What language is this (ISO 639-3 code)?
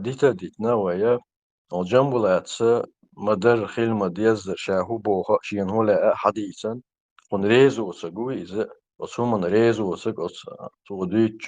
che